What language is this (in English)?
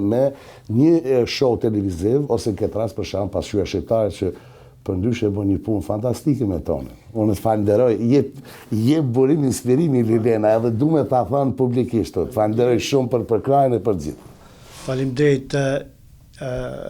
Albanian